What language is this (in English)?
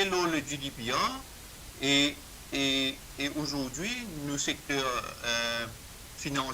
Morisyen